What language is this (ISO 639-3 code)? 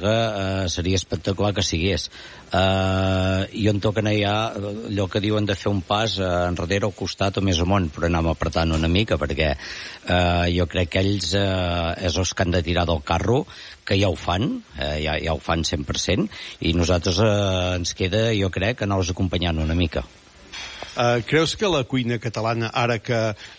cat